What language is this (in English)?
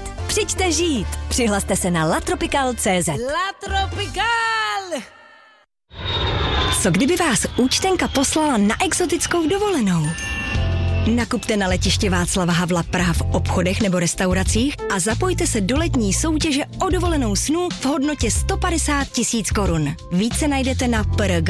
Czech